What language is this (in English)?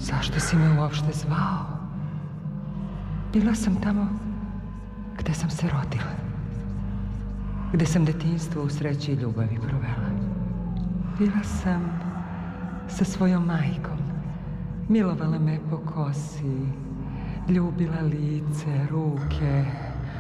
Serbian